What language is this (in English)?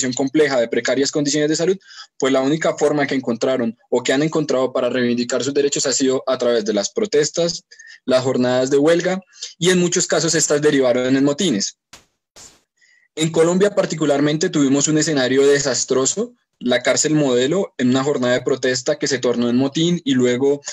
Spanish